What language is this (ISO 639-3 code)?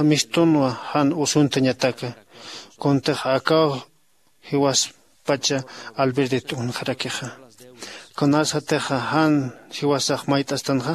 aym